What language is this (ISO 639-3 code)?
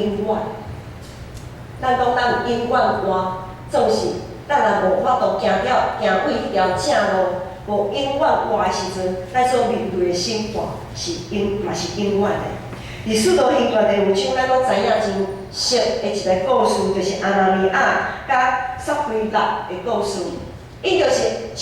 nan